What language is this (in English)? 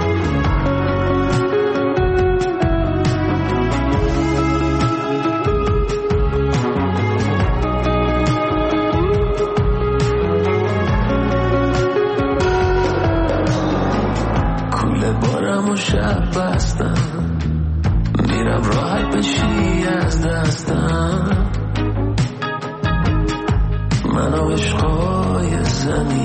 Persian